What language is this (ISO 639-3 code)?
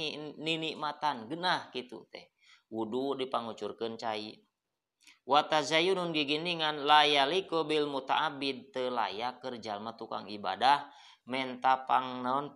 sun